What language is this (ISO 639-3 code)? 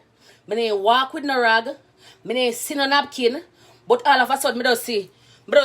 jam